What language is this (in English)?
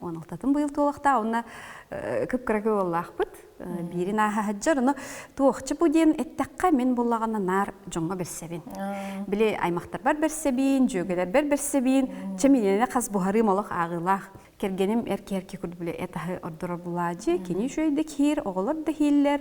Yakut